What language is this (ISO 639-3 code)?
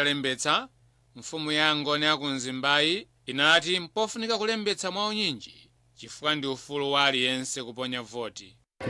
nya